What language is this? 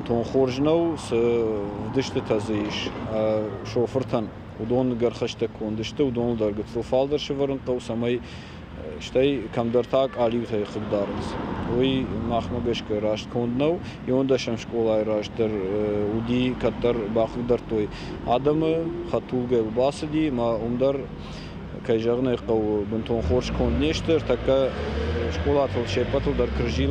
Ossetic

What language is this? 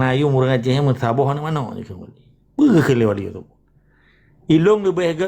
Achinese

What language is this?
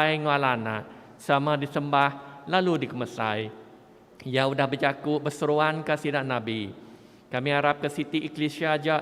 Iban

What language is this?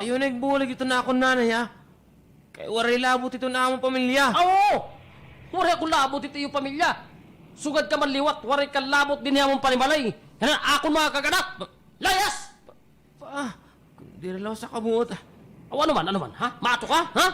Waray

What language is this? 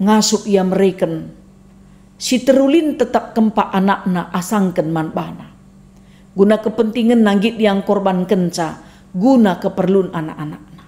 Batak Karo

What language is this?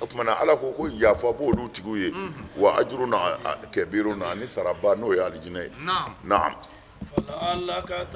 Bambara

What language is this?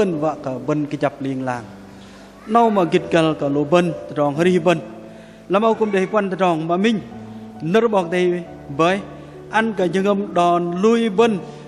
Bahnar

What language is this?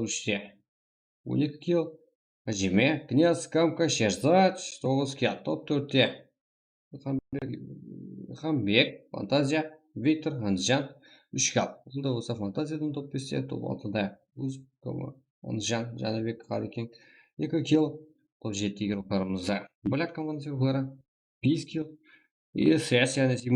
Kara-Kalpak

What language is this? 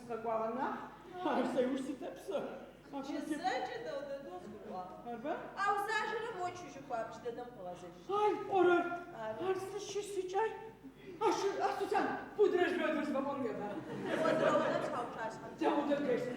Adyghe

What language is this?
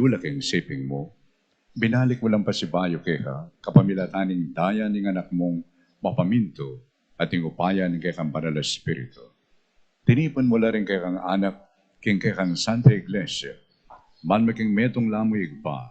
Pampanga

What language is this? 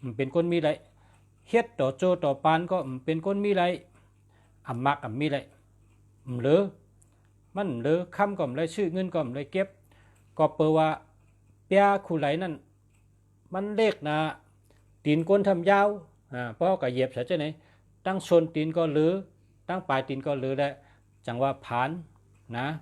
Shan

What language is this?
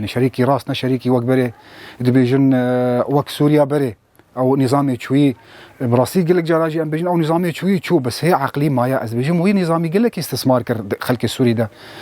Kurdish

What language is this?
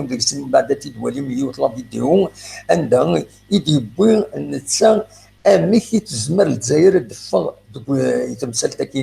Kabyle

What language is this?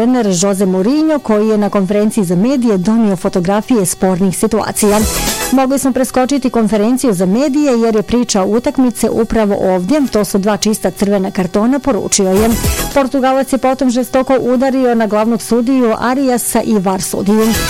Bosnian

